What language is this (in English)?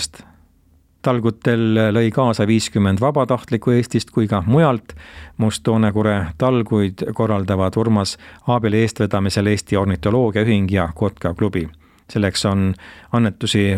Estonian